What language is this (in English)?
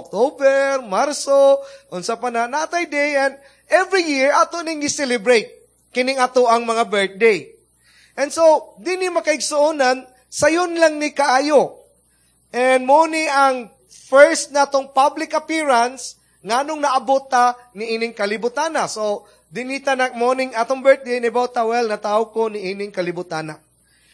Cebuano